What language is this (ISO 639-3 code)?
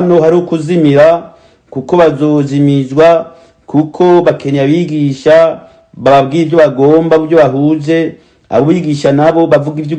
run